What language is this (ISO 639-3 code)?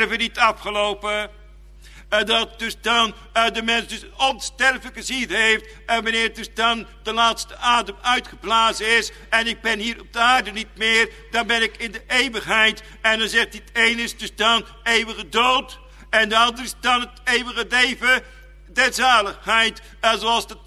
nld